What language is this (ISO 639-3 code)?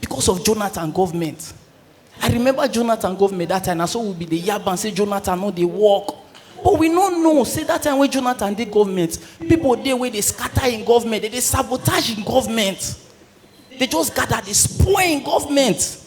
pcm